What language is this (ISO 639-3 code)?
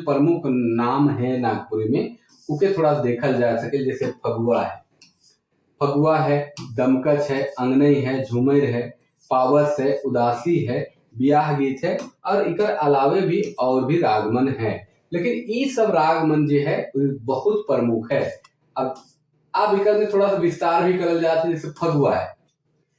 sck